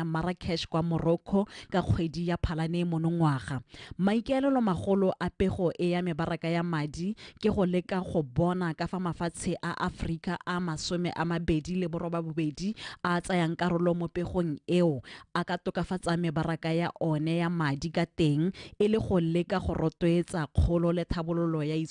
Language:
Tswana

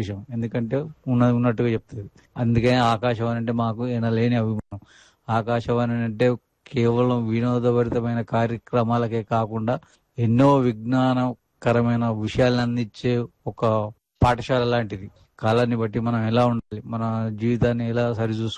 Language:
Telugu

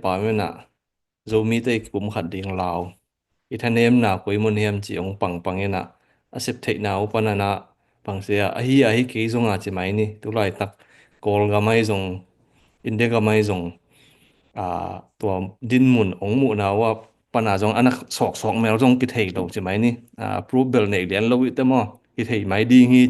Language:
Tedim Chin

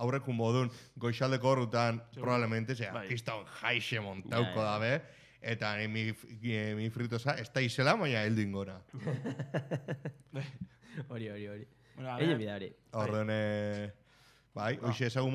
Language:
Basque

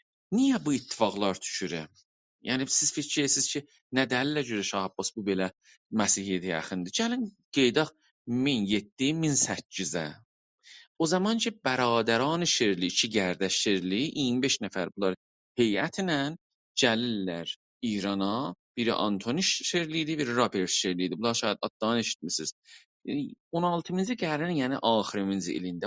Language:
South Azerbaijani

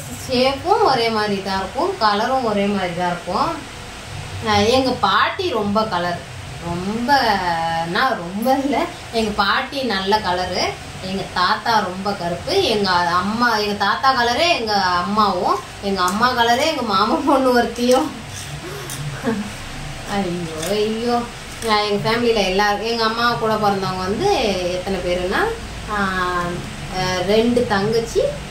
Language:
Tamil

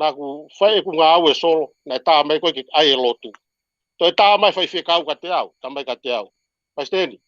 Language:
Tongan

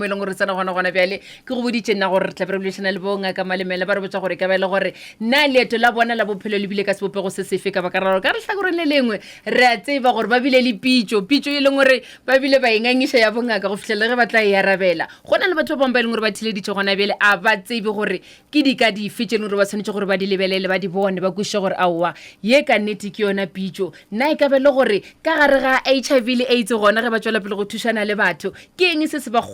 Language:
Northern Sotho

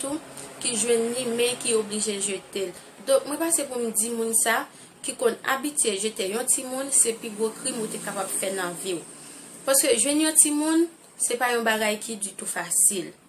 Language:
Haitian Creole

